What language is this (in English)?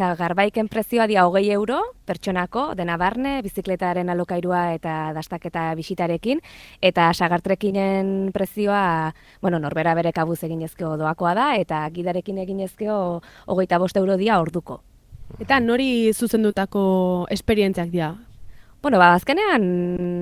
Basque